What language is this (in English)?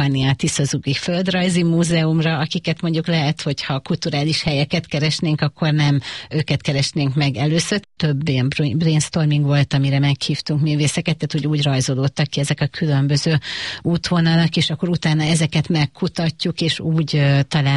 Hungarian